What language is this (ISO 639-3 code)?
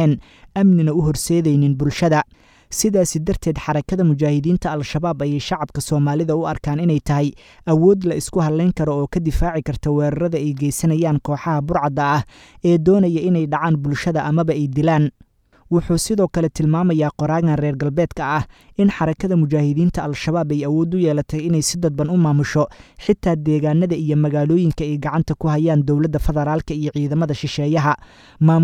som